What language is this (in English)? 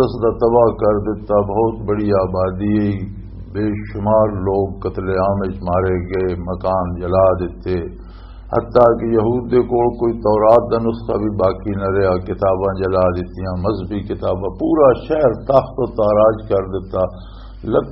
Western Panjabi